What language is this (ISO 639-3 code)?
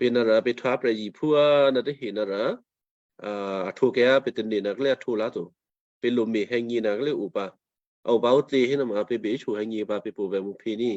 kyu